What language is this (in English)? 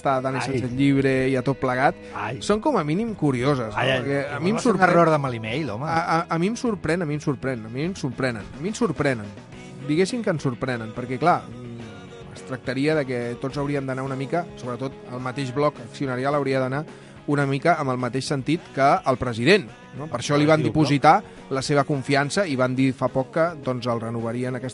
Catalan